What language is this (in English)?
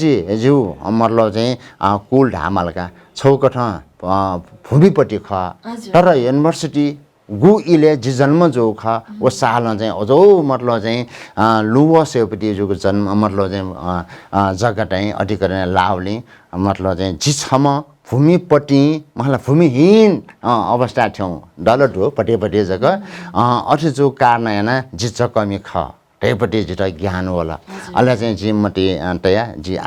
Newari